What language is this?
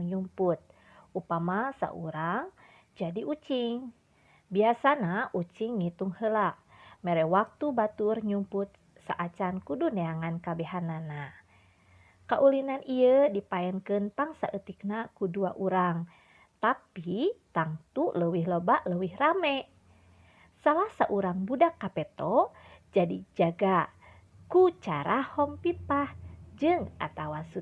Sundanese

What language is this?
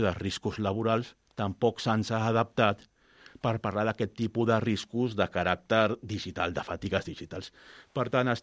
Catalan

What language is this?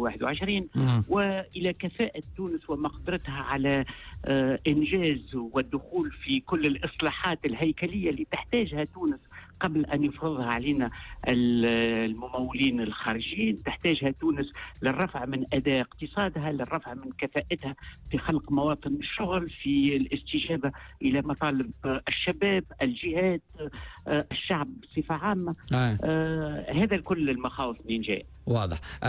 Tunisian Arabic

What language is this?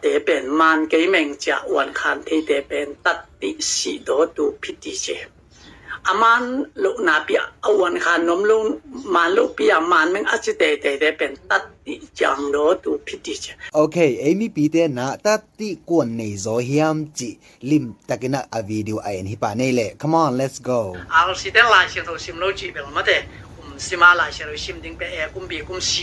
Tedim Chin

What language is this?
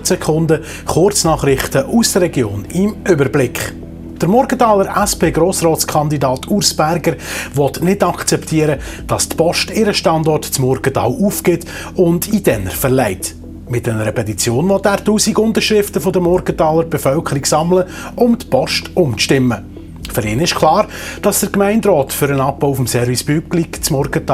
Swiss German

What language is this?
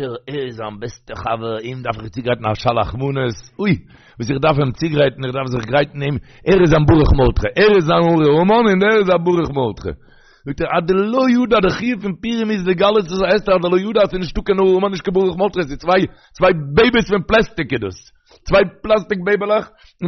Yiddish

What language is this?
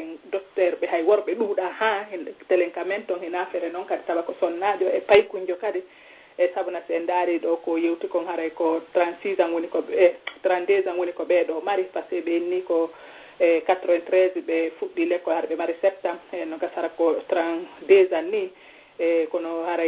Fula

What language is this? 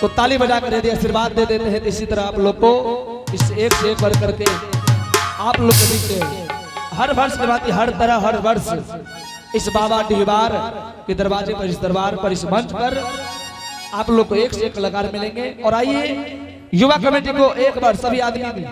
Angika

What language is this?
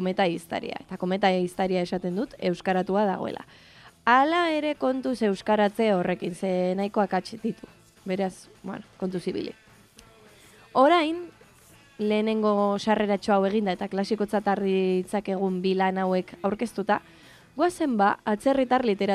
Basque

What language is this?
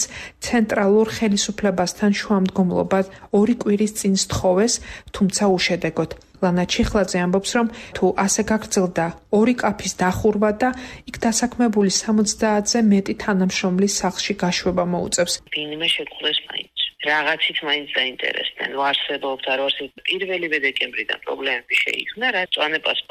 Georgian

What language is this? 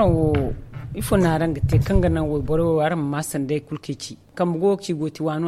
Zarma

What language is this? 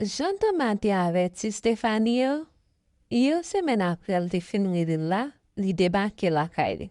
Haitian Creole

